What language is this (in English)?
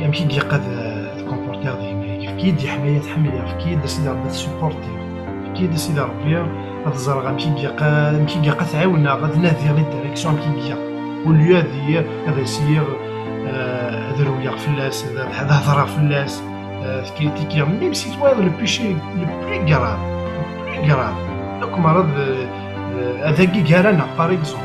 Kabyle